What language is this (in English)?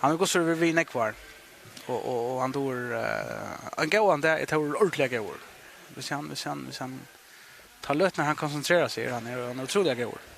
Faroese